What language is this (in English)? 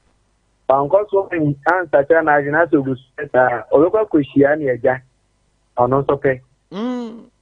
Akan